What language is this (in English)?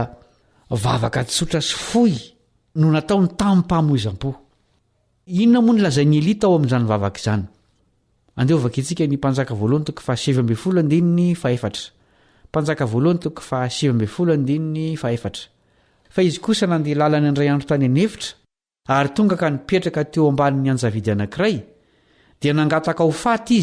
Malagasy